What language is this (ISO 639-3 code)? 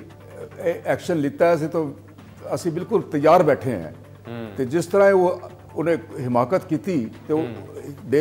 pan